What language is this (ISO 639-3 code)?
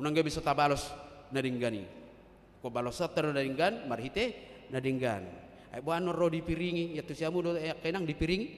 bbc